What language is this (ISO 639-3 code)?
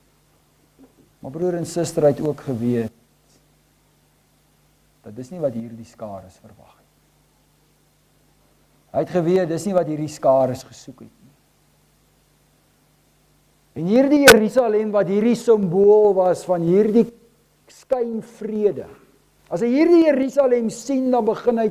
afr